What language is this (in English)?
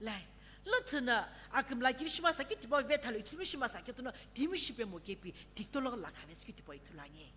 Sumi Naga